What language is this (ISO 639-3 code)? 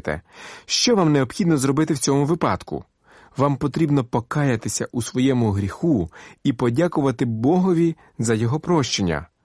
ukr